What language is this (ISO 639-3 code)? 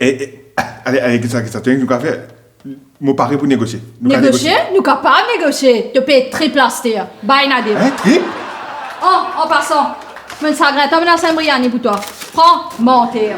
mfe